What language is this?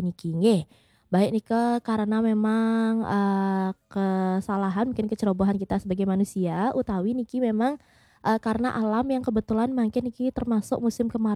Balinese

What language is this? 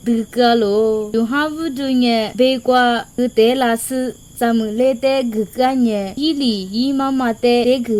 Lisu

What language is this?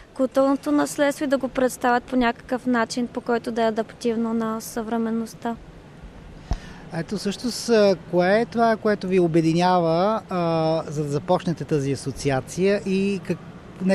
Bulgarian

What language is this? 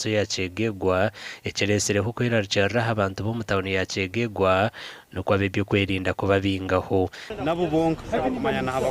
Nyankole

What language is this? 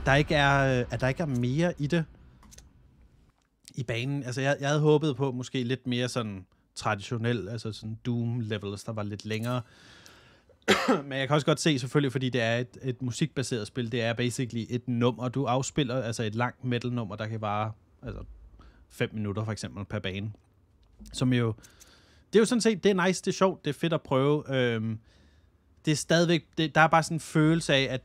Danish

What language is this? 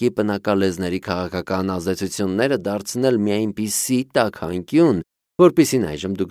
Armenian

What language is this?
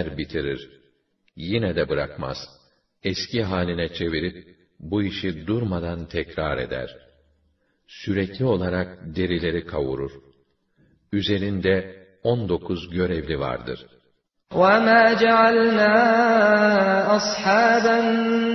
Turkish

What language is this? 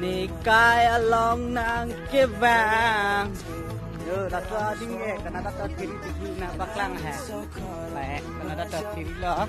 Karbi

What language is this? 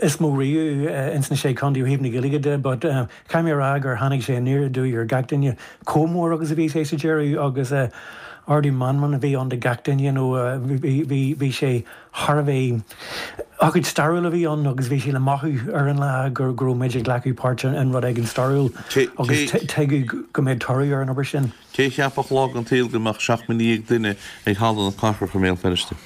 Irish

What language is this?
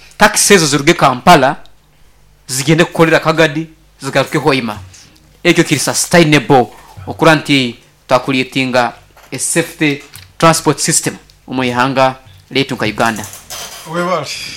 Nyoro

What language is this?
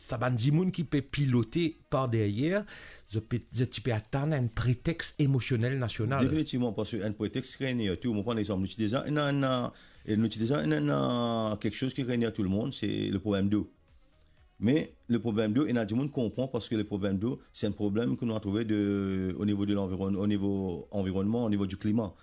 Morisyen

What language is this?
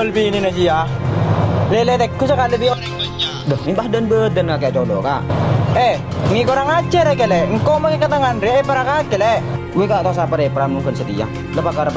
Madurese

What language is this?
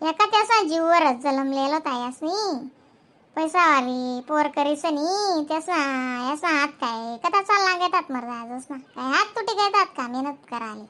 Khandesi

